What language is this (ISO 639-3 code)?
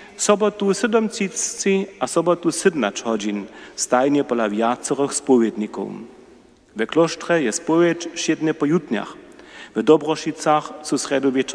hsb